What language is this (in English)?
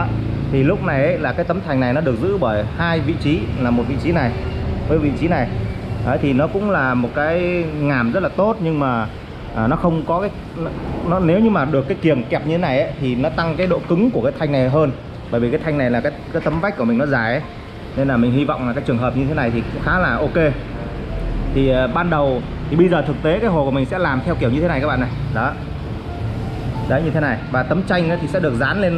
Vietnamese